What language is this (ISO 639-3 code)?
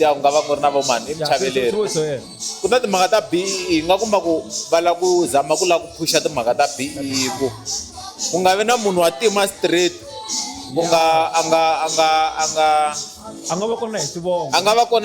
tso